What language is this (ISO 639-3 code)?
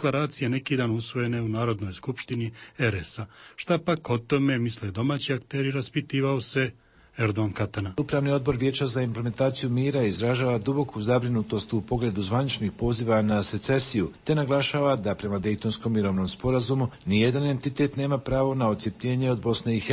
bos